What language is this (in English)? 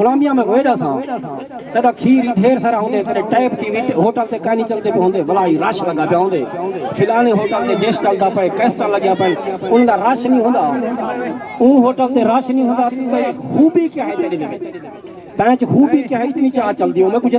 Saraiki